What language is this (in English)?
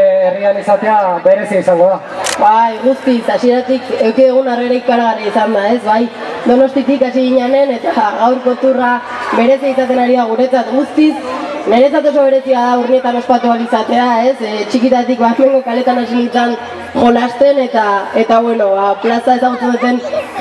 Basque